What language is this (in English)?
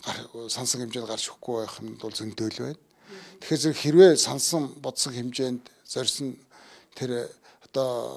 Mongolian